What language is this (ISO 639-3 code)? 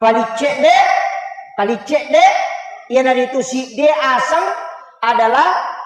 bug